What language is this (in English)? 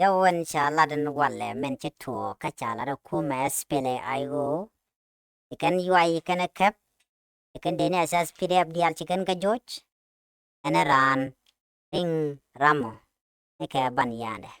Nuer